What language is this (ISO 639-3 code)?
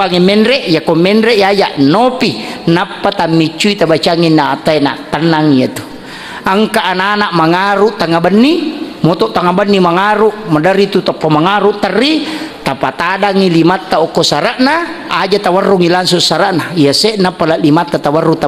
bug